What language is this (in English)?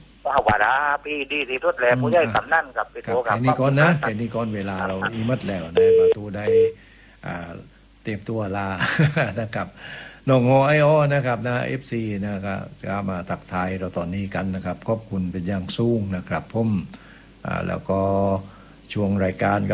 Thai